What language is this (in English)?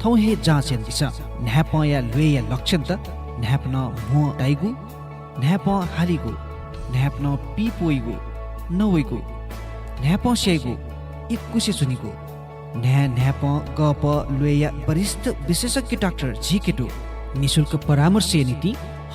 Newari